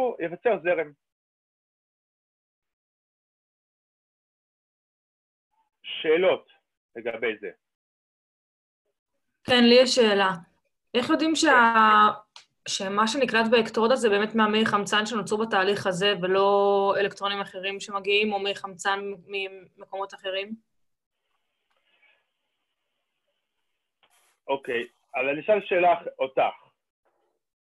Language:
Hebrew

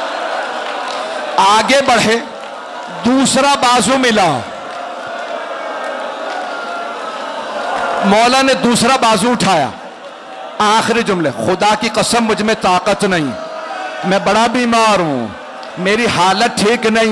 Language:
Urdu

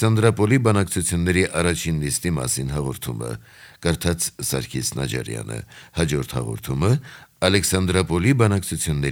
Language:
Armenian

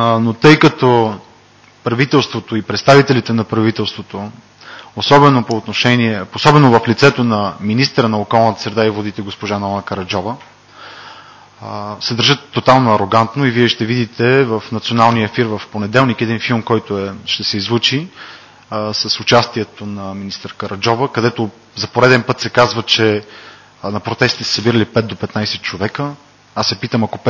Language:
Bulgarian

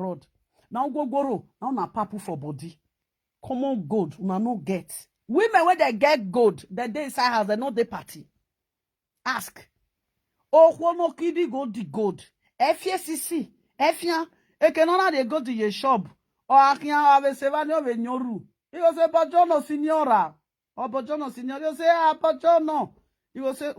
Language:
Nigerian Pidgin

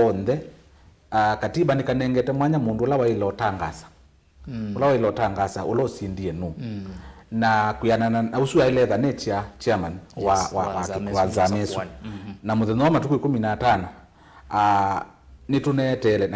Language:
Kamba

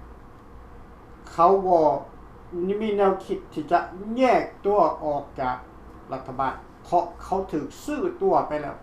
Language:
Lao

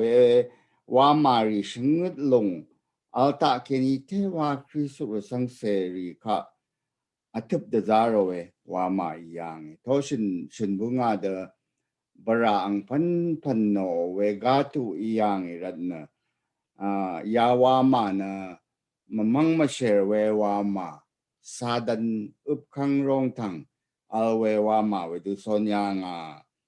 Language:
Rawang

